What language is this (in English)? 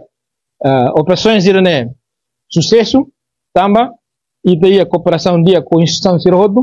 Tetum